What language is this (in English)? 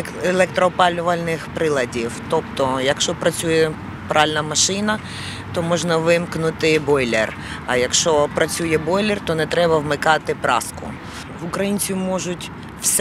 Ukrainian